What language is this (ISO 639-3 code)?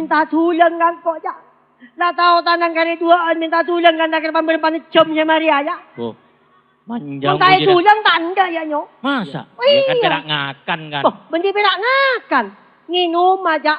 mad